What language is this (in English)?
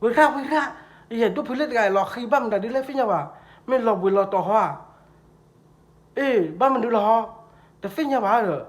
S'gaw Karen